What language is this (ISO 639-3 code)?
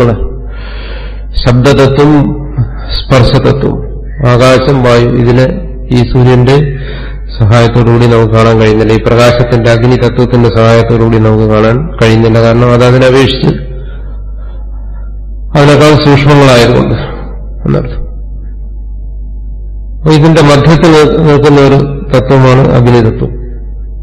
mal